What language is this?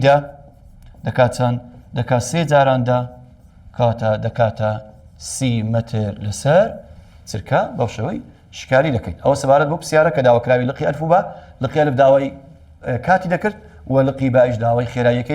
Central Kurdish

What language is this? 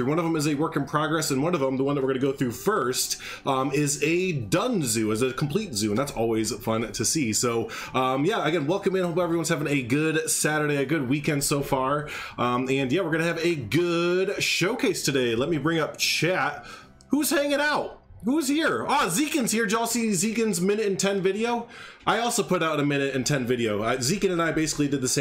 English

